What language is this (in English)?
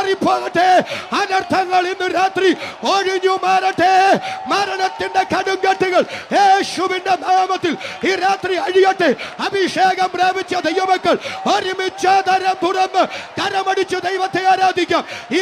Malayalam